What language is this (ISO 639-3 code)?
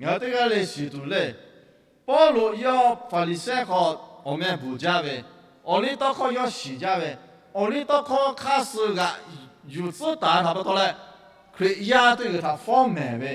lhu